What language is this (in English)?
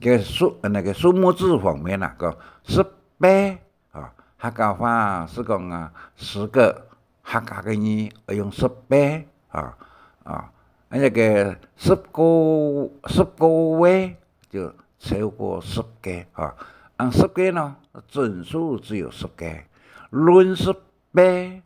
Hakka Chinese